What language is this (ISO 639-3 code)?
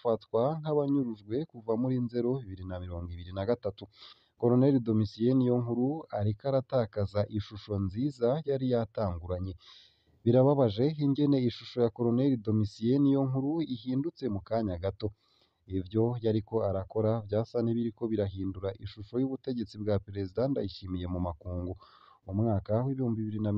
run